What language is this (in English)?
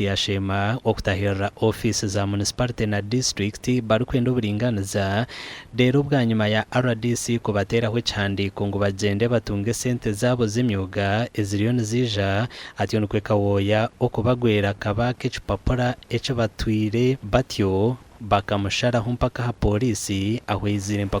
Nyankole